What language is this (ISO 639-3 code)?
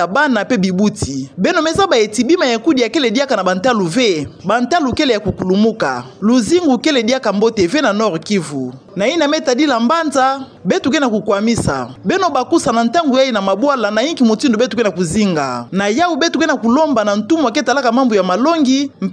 ktu